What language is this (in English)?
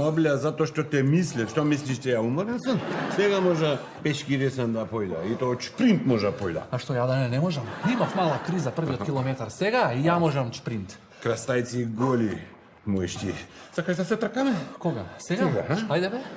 Macedonian